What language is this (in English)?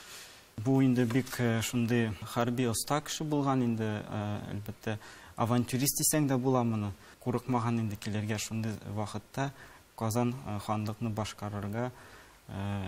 Tatar